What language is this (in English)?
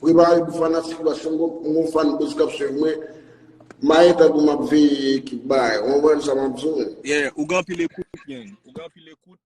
Haitian Creole